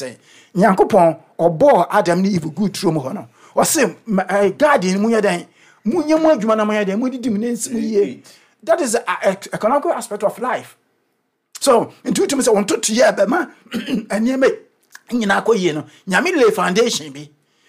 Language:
Akan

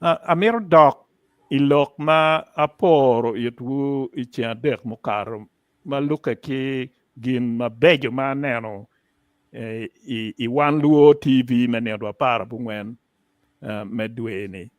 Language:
Acoli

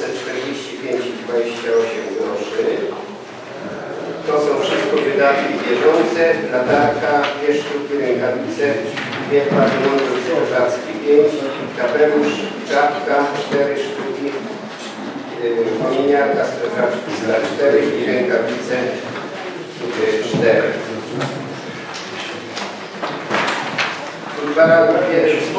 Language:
Polish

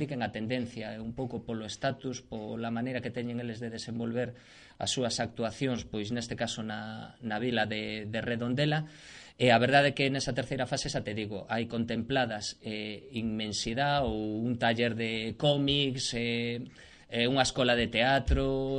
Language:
Galician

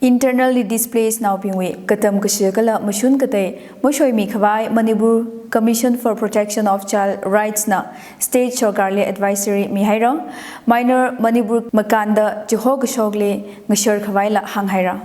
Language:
Tangkhul Naga (India)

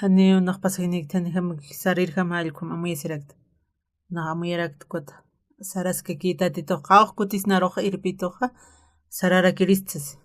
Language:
Aymara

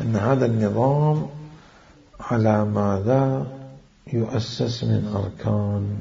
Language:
Mesopotamian Arabic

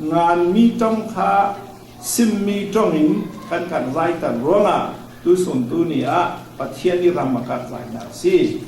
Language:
Falam Chin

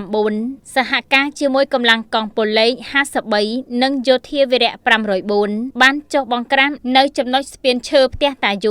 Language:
Khmer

